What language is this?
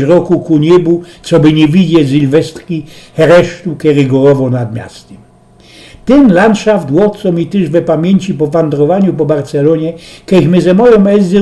Silesian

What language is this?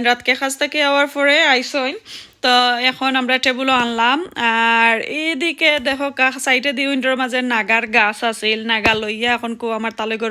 Sylheti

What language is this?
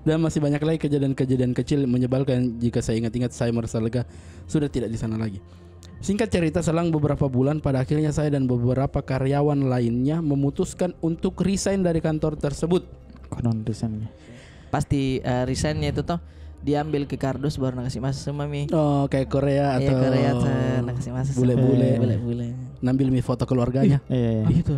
Makassar Malay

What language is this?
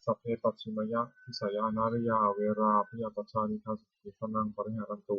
Pali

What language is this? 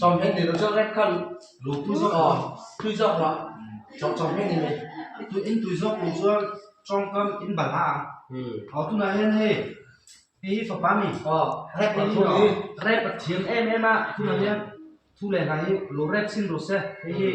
Mizo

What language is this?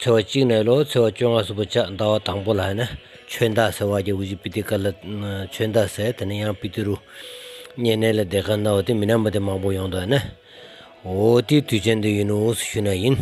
Stod Bhoti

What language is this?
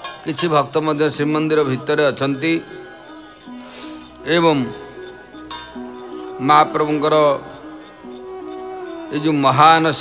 Odia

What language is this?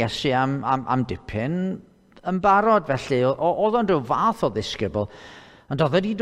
Welsh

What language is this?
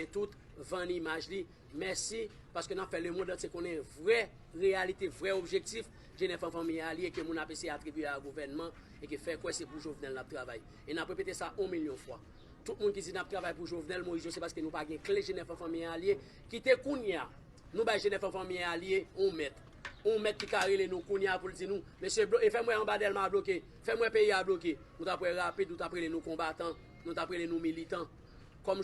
Haitian Creole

